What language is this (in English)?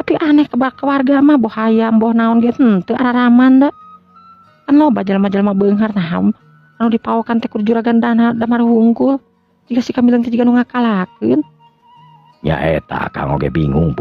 Sundanese